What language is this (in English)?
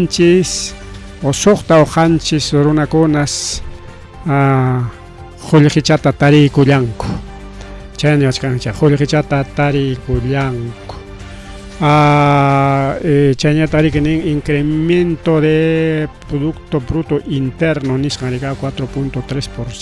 Ayacucho Quechua